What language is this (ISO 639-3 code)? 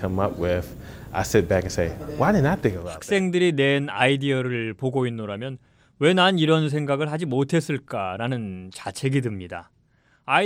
kor